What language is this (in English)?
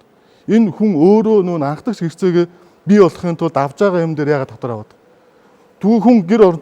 Mongolian